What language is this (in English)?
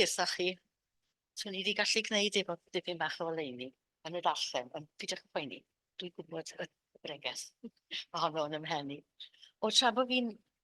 Welsh